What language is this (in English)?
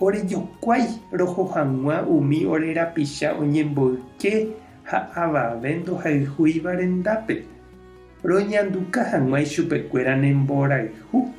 Guarani